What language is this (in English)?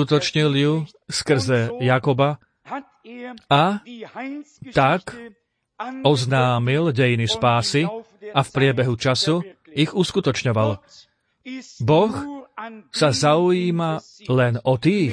Slovak